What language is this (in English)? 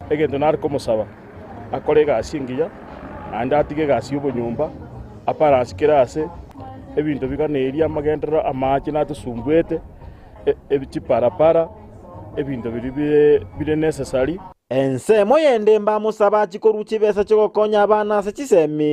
Gusii